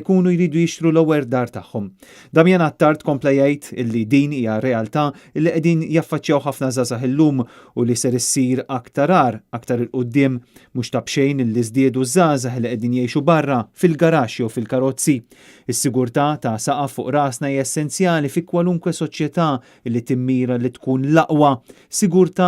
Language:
Maltese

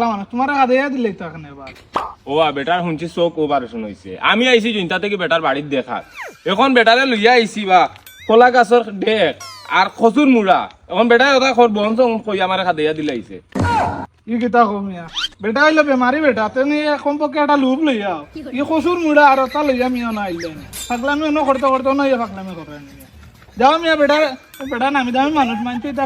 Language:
Sylheti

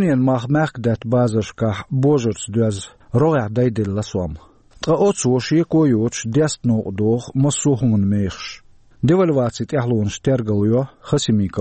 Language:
Chechen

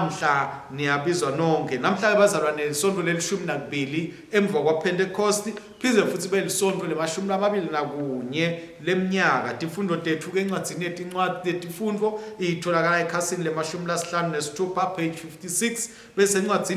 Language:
Swati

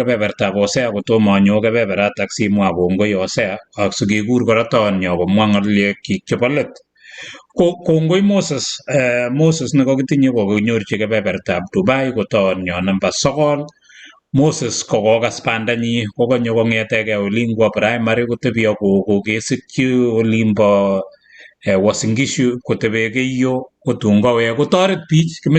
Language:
Kalenjin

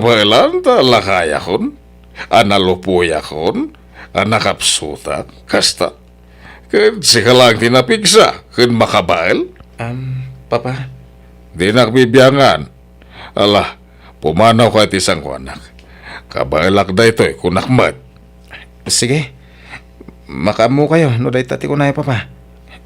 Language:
Iloko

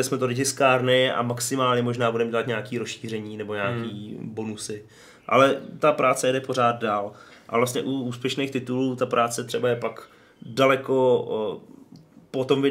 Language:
Czech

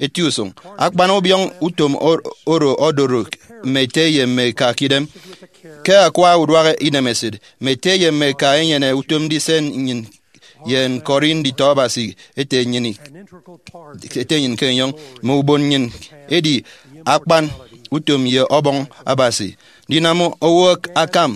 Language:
Efik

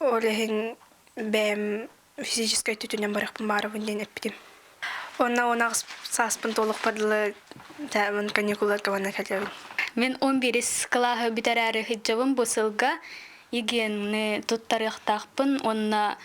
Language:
Yakut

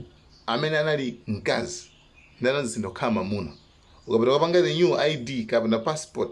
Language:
Nyanja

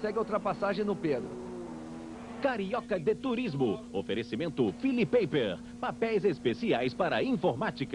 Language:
Portuguese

